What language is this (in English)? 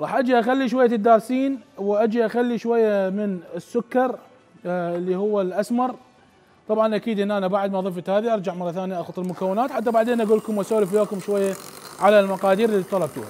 Mesopotamian Arabic